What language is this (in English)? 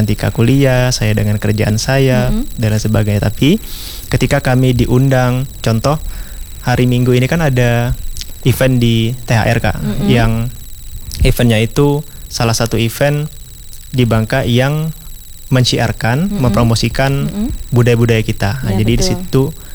Indonesian